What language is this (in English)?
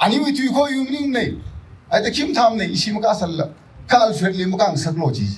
Tangkhul Naga (India)